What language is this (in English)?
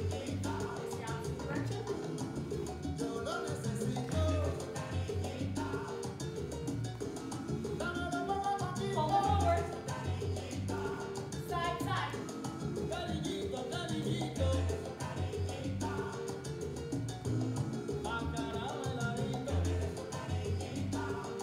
English